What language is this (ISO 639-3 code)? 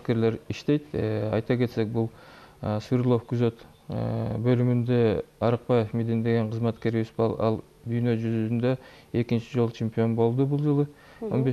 kir